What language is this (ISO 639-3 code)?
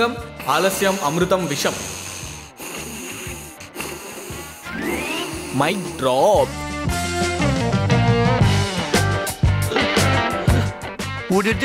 tel